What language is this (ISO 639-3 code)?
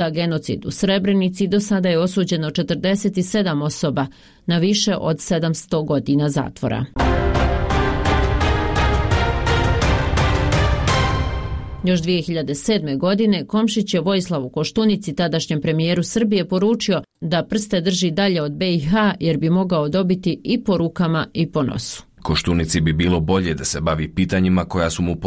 bos